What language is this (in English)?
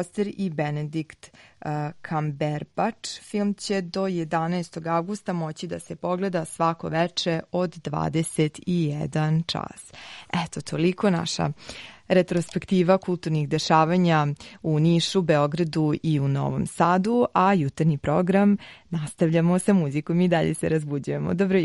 Serbian